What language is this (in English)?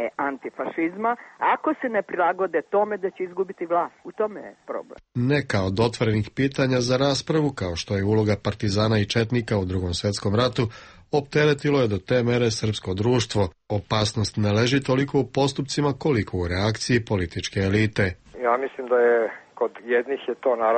Serbian